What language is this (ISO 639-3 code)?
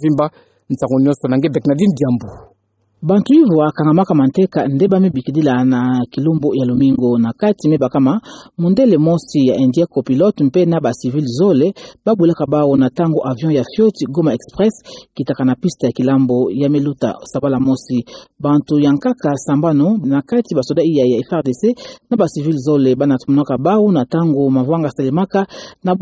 ktu